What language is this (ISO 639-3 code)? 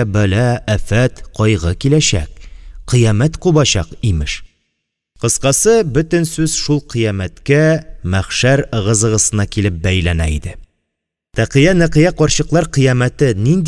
tat